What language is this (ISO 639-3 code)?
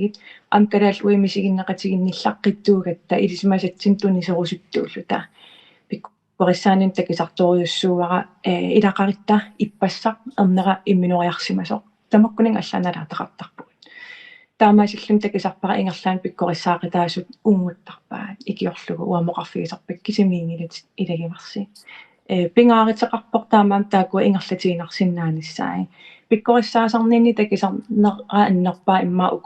kal